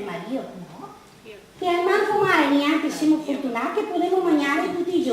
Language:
Venetian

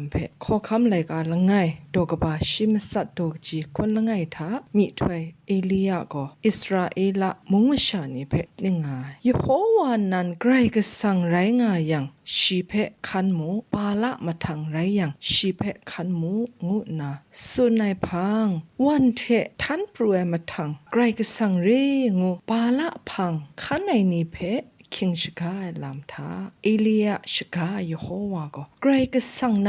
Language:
Kachin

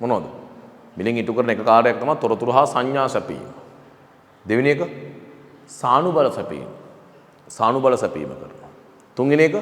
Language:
Sinhala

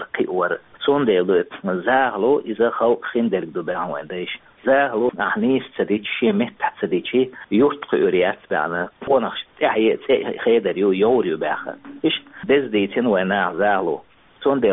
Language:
Chechen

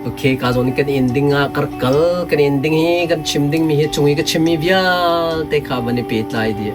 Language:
Hakha Chin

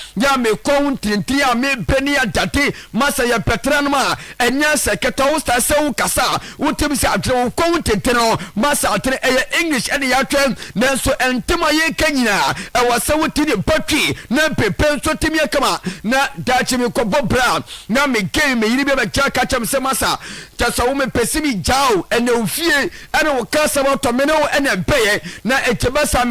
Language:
Akan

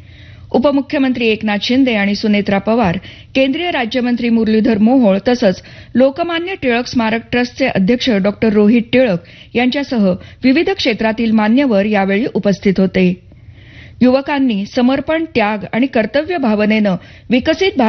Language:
Marathi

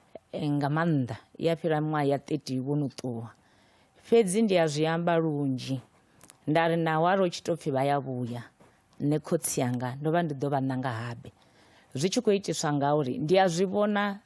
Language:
Venda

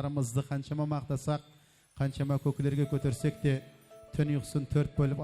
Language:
Kara-Kalpak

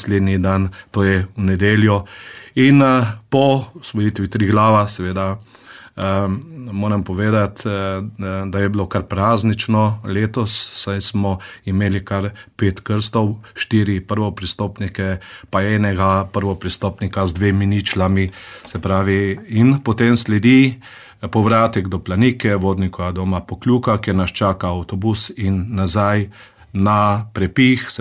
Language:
Slovenian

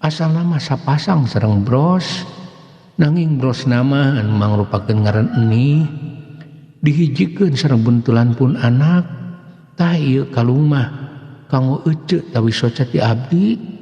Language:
Sundanese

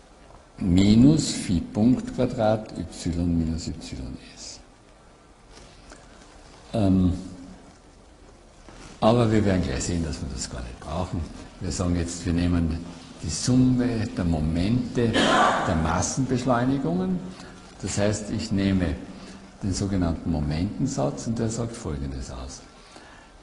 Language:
German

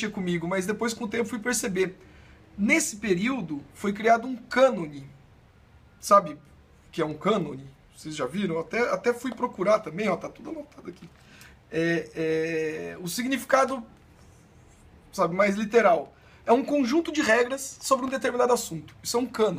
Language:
Portuguese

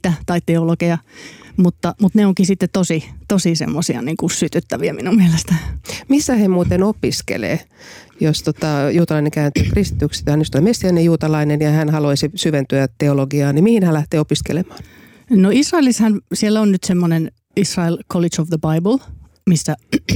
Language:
Finnish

